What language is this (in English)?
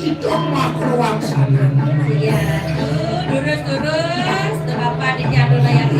Balinese